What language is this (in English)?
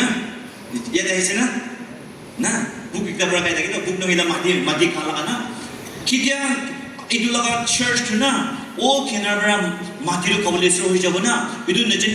Naga Pidgin